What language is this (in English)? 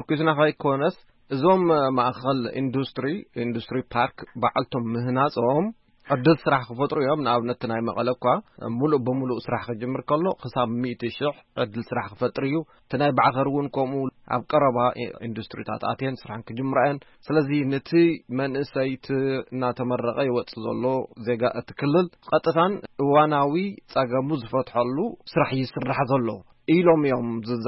Tigrinya